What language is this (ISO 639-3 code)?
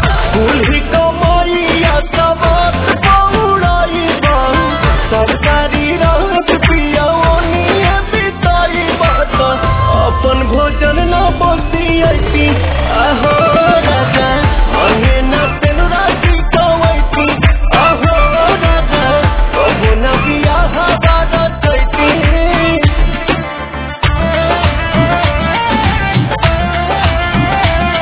bho